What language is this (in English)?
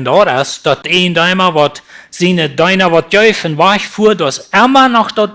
Plautdietsch